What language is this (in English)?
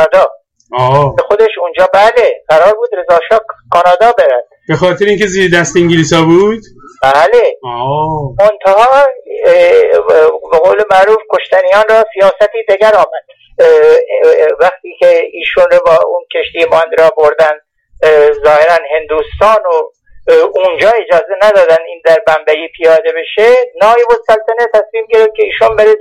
Persian